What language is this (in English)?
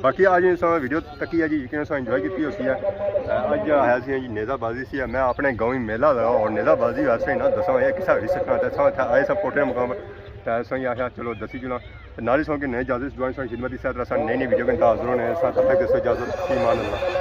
Pahari-Potwari